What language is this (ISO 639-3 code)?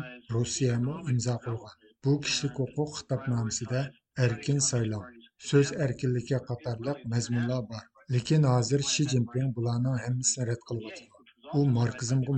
uig